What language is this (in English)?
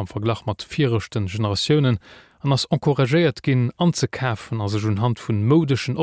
Luxembourgish